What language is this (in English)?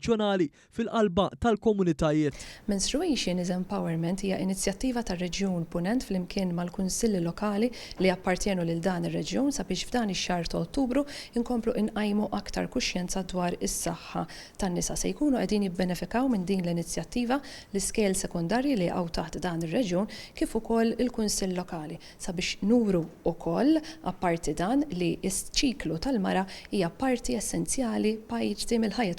Maltese